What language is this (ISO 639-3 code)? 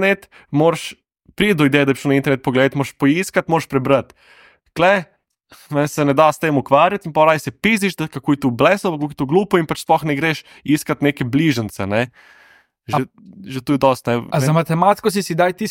slv